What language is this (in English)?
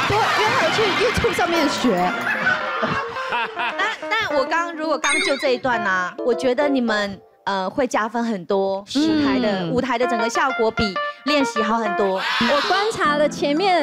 Chinese